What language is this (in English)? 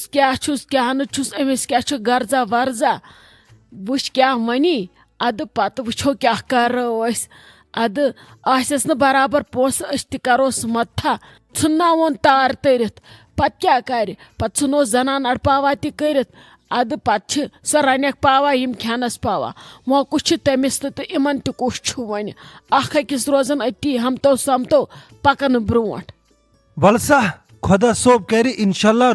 Kashmiri